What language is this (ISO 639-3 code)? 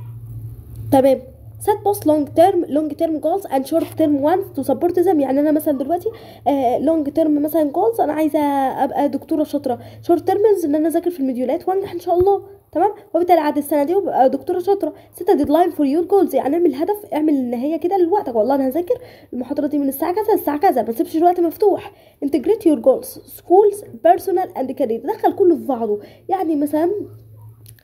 arz